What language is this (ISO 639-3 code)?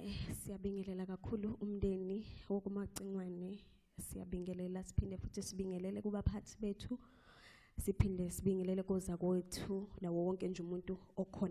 zul